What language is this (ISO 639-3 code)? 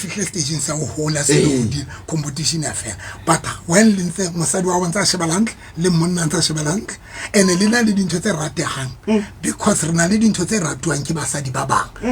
sot